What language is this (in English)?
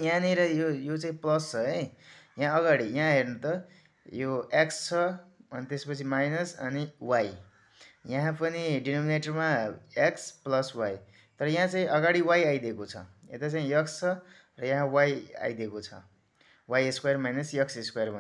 Nepali